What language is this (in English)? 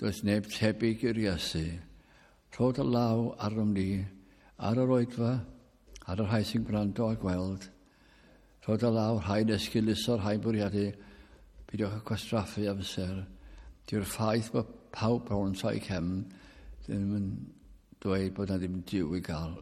Welsh